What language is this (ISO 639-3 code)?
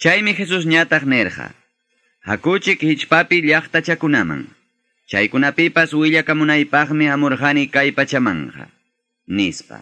que